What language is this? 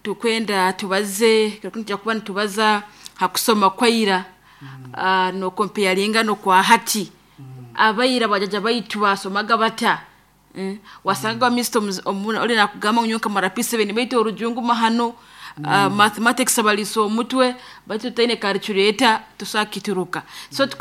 Nyoro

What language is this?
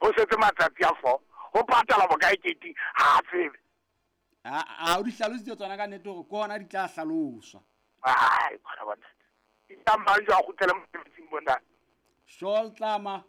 Southern Sotho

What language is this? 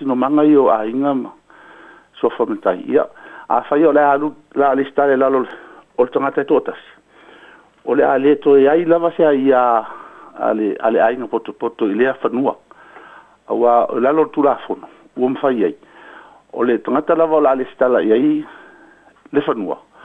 Samoan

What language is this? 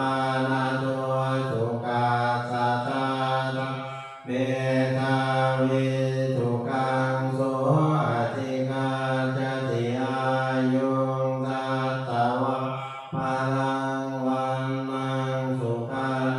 Pali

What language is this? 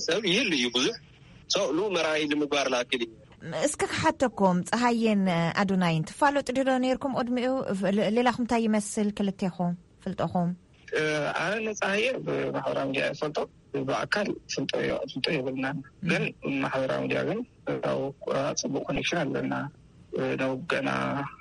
Tigrinya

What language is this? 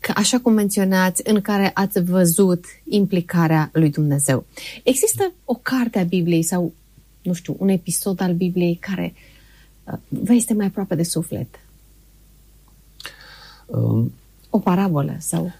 Romanian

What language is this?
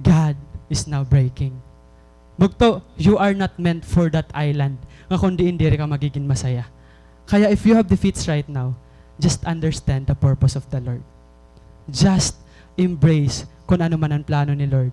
Waray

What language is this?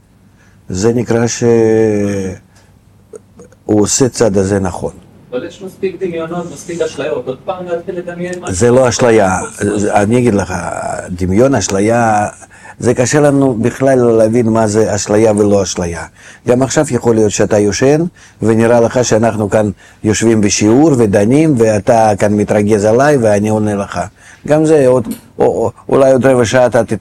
Hebrew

